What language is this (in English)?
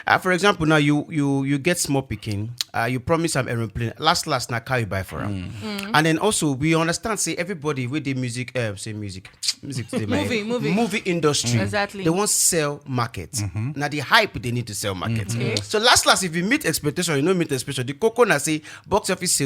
Nigerian Pidgin